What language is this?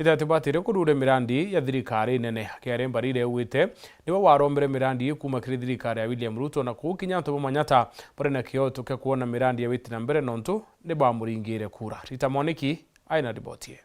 Meru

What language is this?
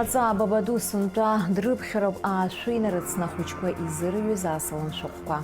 Abkhazian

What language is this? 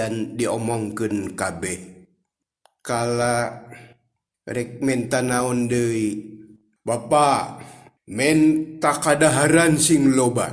Sundanese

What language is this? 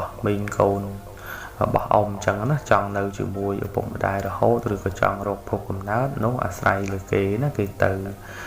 Khmer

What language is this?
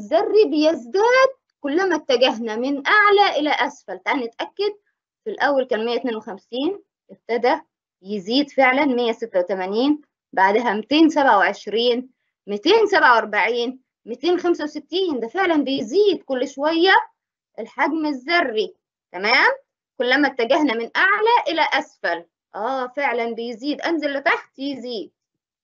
Egyptian Arabic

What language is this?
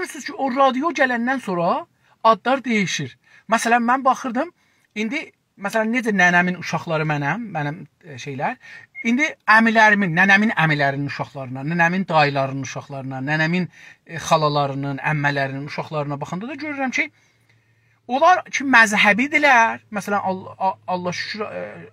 South Azerbaijani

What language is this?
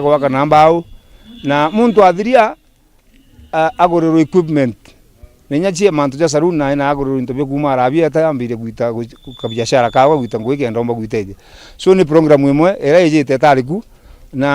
Meru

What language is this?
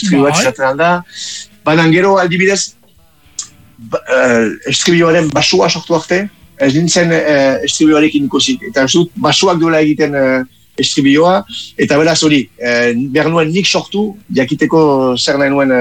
Basque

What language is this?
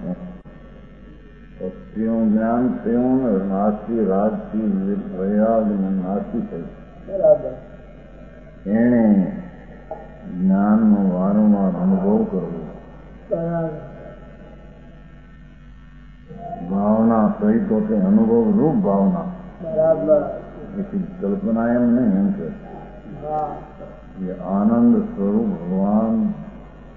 Gujarati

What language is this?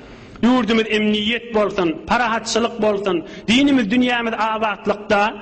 Turkmen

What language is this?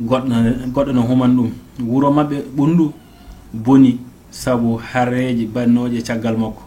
Fula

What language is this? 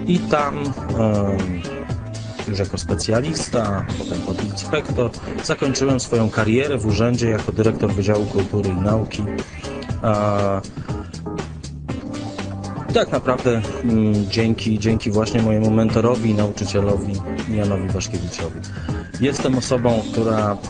Polish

